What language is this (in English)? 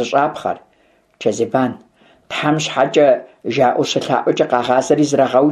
Kabardian